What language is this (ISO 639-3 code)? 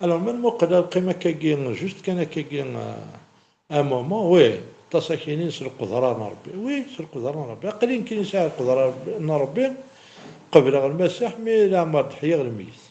kab